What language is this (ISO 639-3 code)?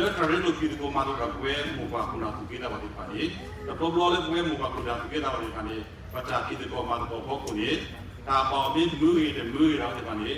ksw